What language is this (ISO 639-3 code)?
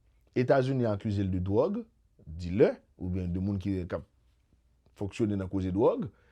hat